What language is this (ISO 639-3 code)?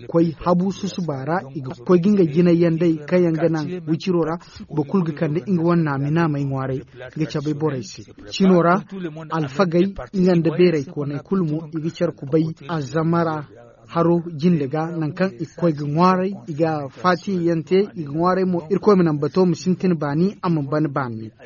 dje